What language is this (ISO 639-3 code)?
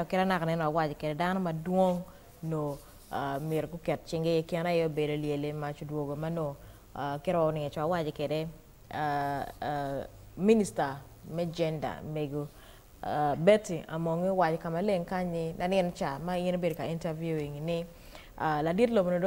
ach